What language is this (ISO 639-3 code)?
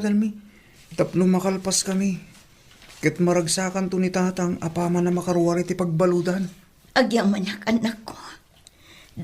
ilo